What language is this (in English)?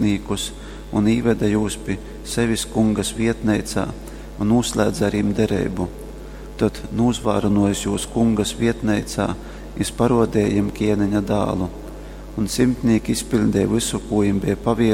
Latgalian